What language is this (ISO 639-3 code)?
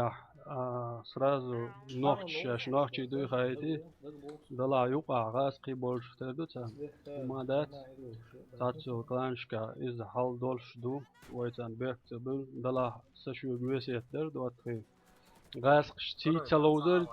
che